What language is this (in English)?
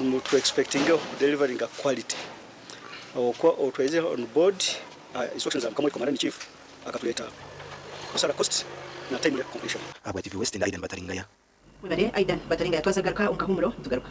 Nyankole